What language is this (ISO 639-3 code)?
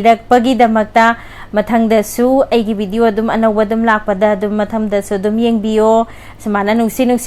mni